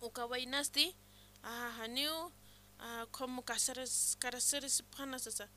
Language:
Aymara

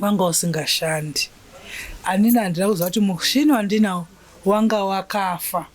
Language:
Shona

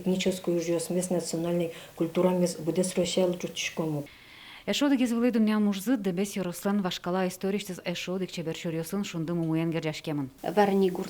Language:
Udmurt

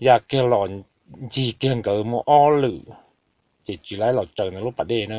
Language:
Hmong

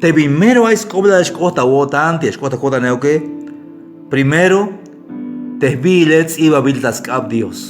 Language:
Tzeltal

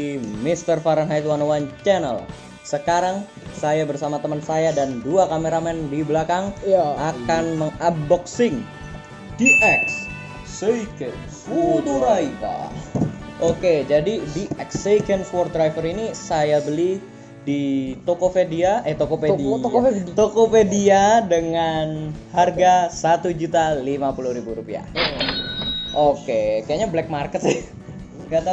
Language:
Indonesian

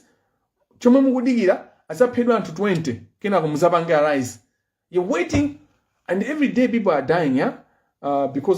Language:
Nyanja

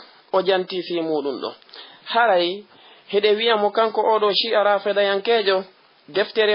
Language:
Fula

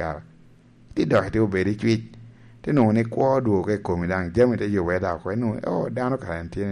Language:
Lango (Uganda)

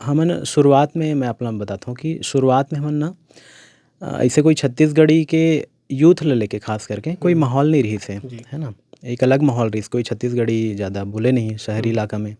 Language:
Chhattisgarhi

